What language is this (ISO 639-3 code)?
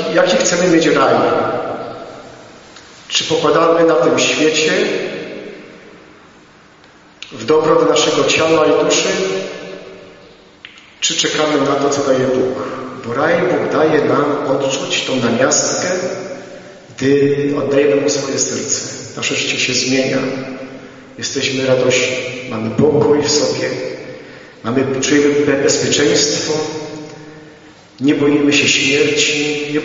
pol